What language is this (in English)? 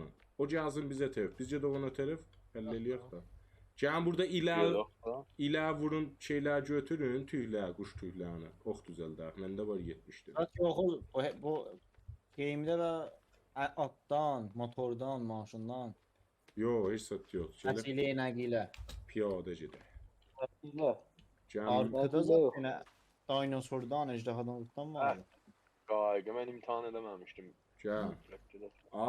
South Azerbaijani